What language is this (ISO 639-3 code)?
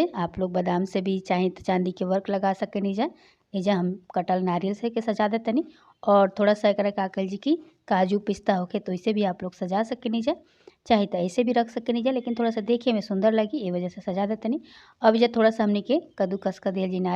bho